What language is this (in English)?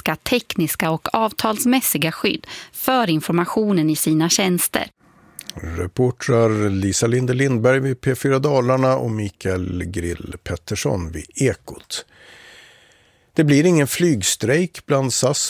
Swedish